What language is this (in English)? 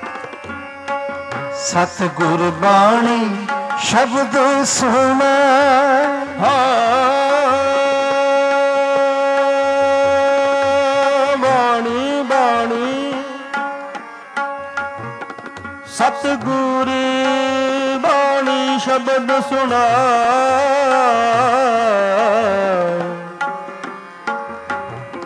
Punjabi